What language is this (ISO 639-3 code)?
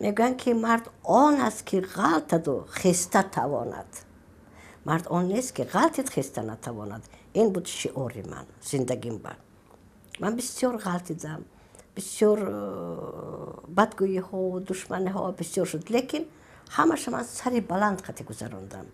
tgk